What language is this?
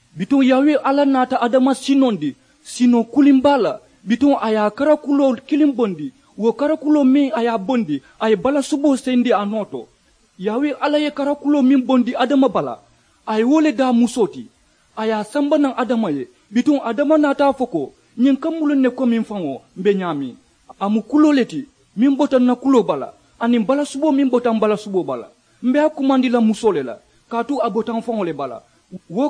Mandingo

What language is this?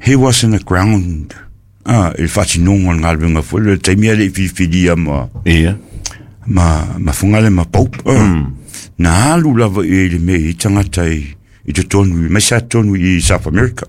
Samoan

